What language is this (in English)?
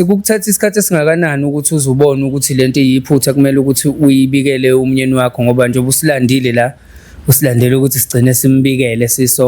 Zulu